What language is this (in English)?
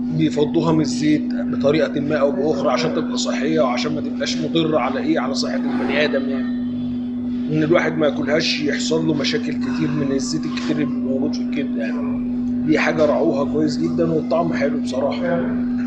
Egyptian Arabic